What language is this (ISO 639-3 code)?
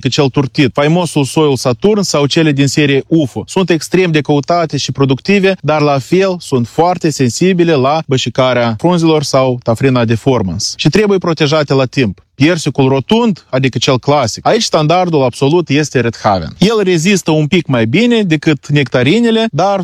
ron